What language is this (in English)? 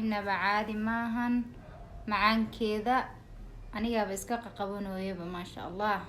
Somali